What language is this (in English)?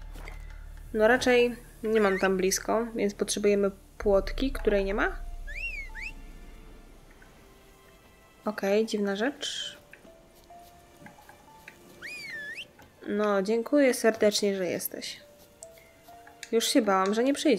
Polish